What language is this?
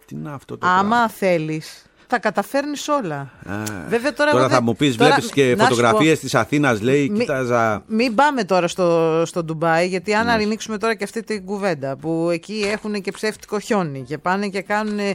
Greek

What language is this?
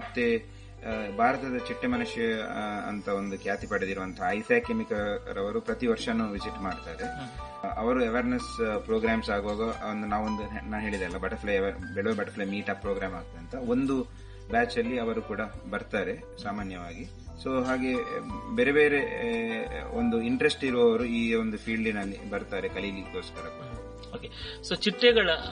Kannada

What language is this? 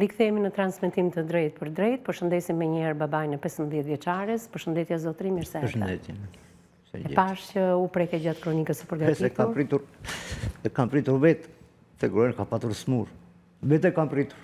Albanian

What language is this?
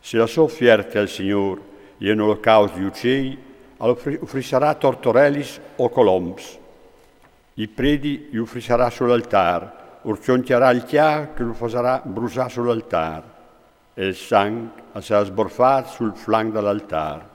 Friulian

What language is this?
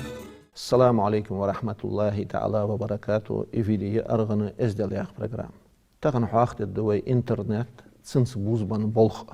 Ingush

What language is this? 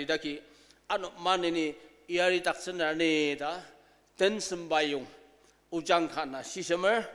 Ao Naga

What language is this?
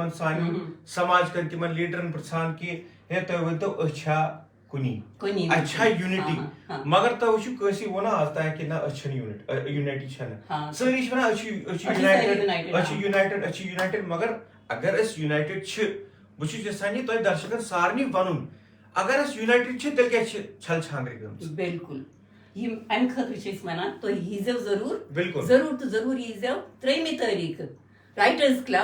Kashmiri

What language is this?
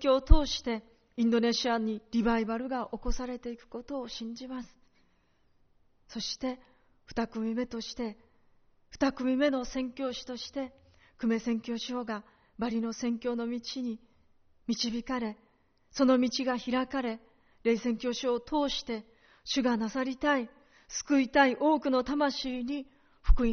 Japanese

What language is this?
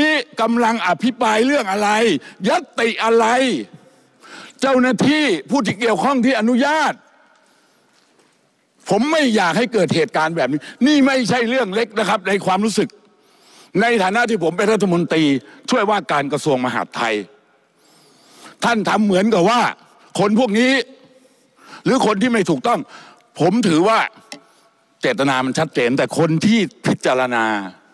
Thai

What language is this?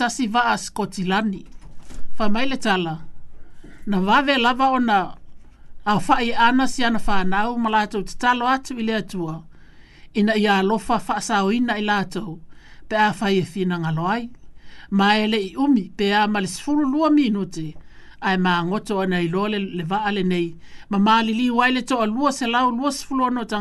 Samoan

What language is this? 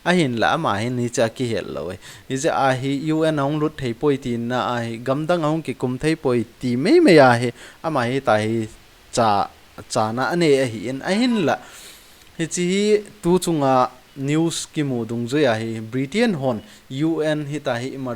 Thado Chin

